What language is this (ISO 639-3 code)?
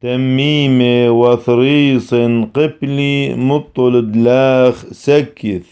syc